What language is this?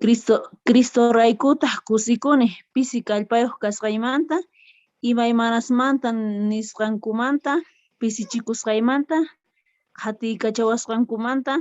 Quechua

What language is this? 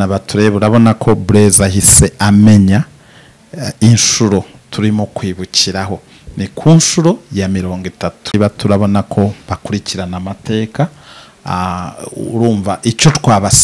Kinyarwanda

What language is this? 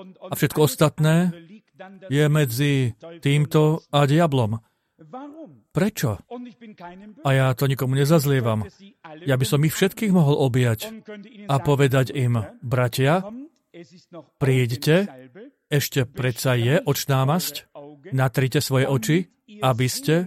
Slovak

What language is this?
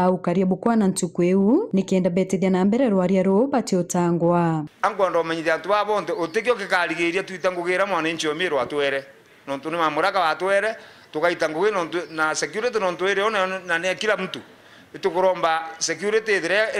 Meru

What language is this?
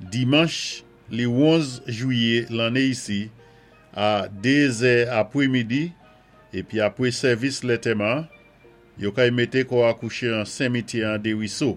Saint Lucian Creole French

